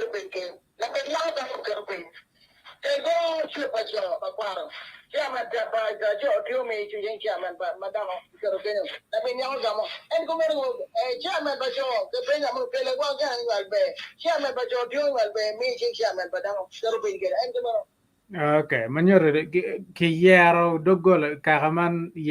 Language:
Acoli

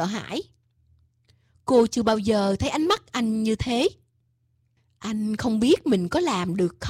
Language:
Vietnamese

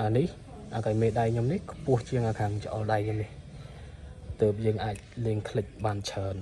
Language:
Khmer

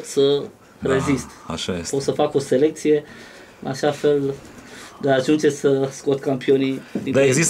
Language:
Romanian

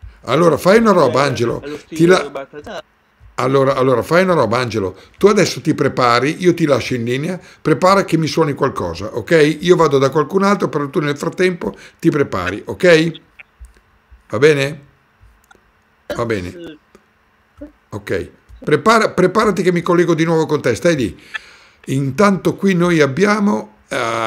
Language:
Italian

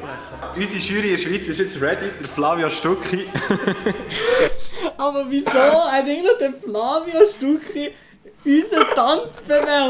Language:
Swiss German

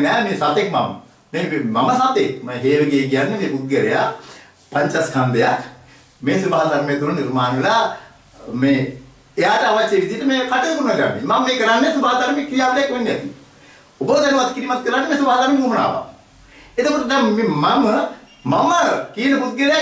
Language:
Sinhala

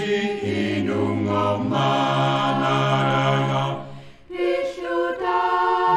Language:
Kalaallisut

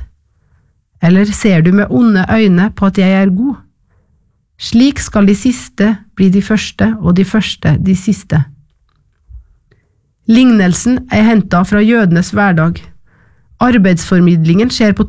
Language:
Norwegian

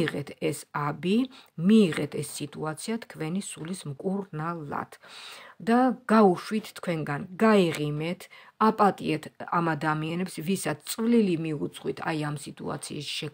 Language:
Georgian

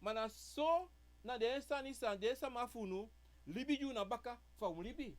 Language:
Sranan Tongo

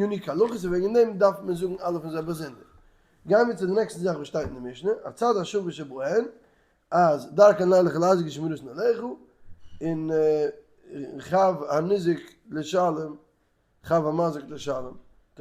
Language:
Yiddish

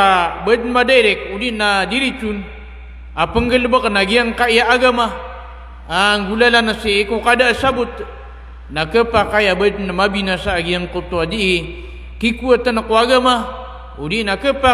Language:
Maranao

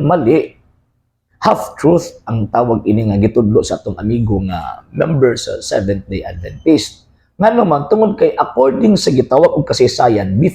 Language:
Cebuano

